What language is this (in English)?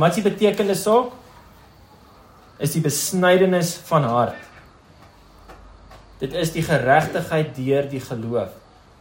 Afrikaans